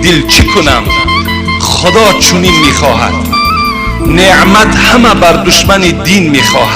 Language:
Tajik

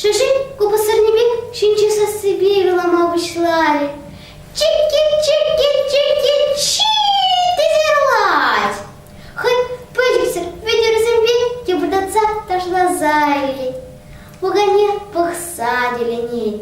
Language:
Chuvash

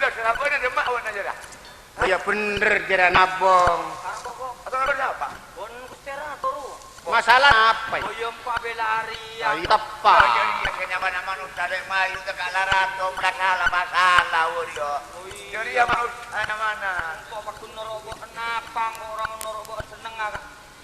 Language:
Madurese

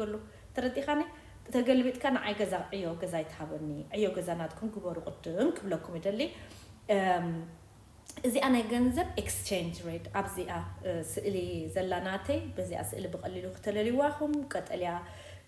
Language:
Tigrinya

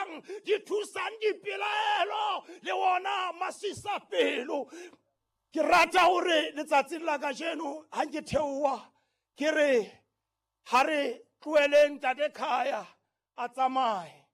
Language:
Southern Sotho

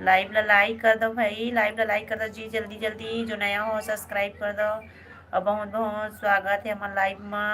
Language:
Chhattisgarhi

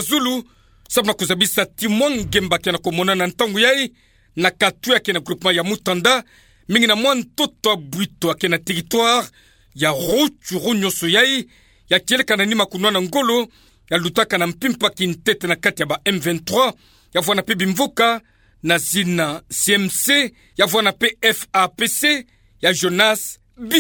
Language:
Kituba (Democratic Republic of Congo)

